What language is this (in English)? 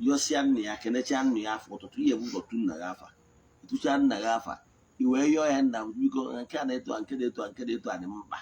Igbo